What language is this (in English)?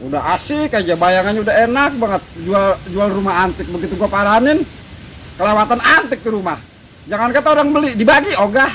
Betawi